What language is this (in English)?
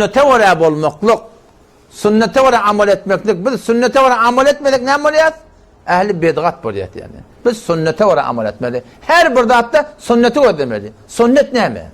Turkmen